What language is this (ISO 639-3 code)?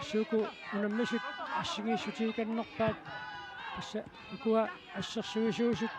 kal